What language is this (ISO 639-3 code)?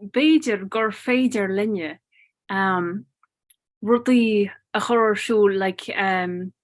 gle